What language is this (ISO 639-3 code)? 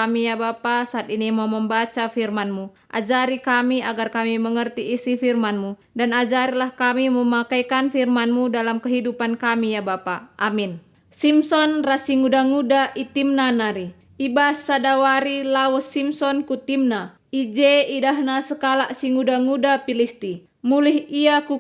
btx